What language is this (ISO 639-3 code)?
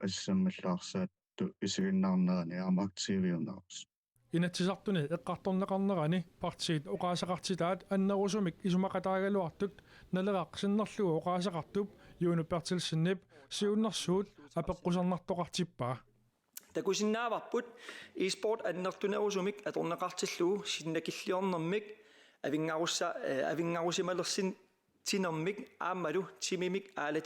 kal